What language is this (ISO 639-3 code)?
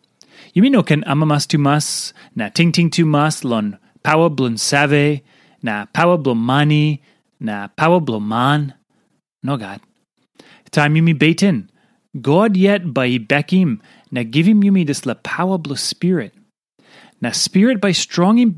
tpi